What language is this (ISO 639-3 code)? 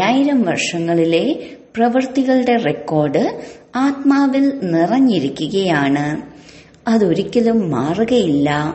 mal